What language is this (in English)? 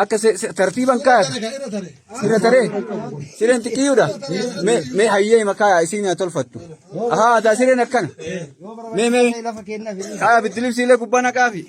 Oromo